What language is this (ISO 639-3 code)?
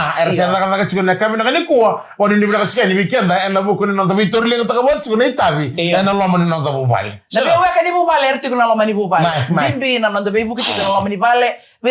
fij